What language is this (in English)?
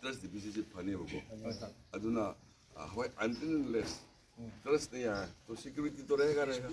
Manipuri